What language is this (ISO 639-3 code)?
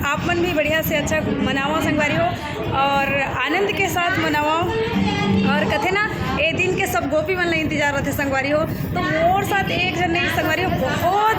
hne